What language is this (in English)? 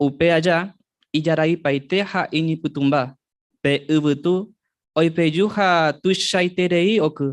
Guarani